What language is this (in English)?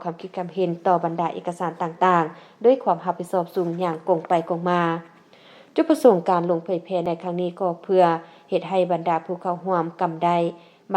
Lao